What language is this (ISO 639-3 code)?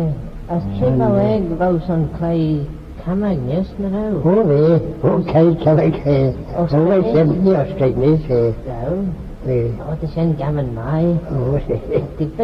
glv